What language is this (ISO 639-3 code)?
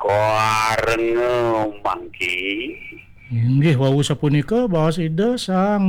ban